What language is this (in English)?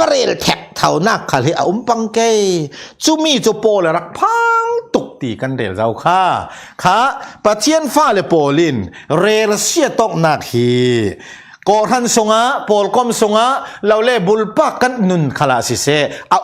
Falam Chin